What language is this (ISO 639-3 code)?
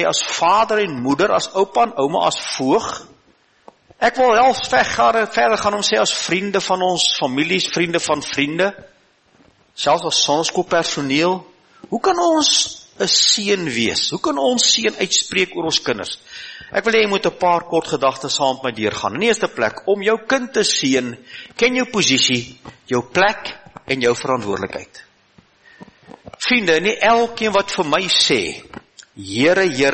afr